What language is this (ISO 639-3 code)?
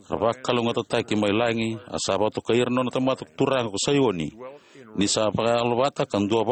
fij